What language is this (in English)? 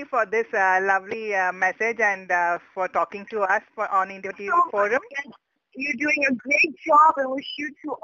English